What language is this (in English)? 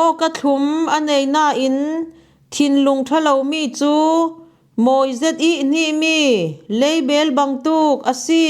Falam Chin